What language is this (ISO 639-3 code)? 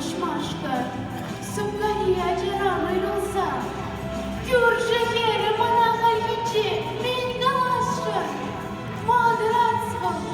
chv